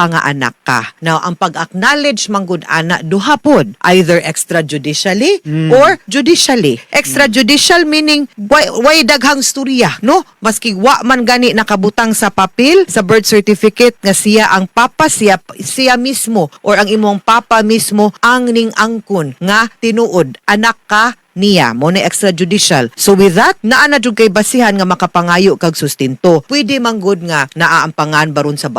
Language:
Cebuano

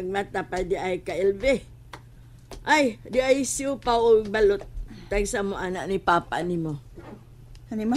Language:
Cebuano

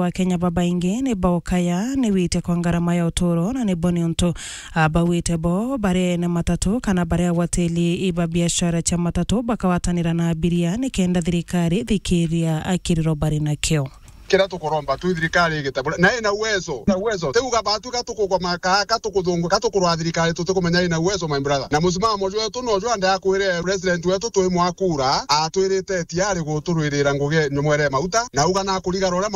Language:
Meru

